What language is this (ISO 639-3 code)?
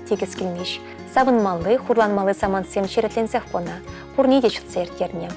chv